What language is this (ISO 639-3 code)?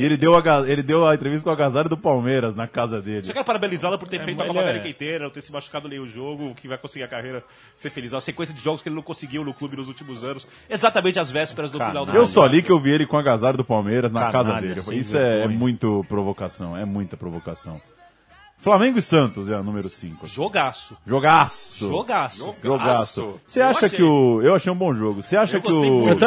por